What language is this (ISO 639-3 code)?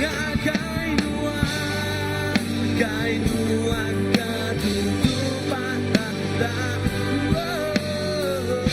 iba